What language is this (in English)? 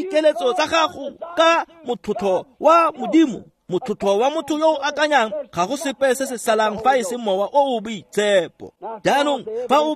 Tswana